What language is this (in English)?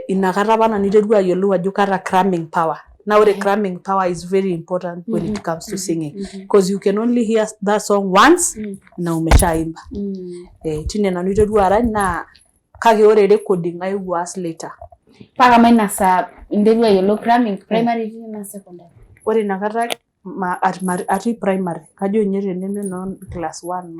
Masai